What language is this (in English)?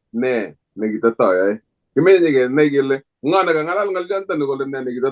Kalenjin